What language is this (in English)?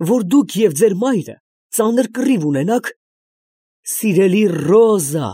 Armenian